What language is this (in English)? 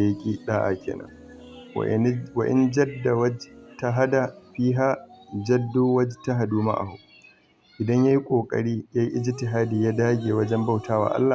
Hausa